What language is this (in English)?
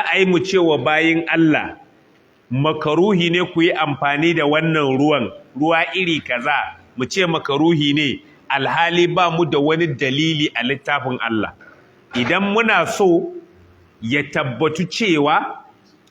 Hausa